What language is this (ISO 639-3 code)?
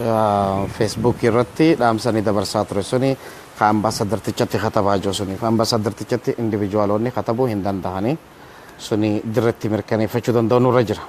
orm